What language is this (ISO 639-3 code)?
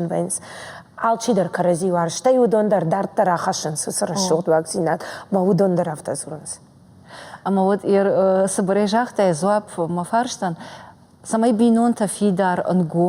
oss